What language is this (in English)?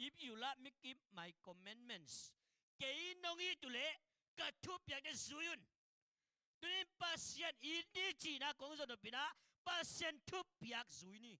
Tedim Chin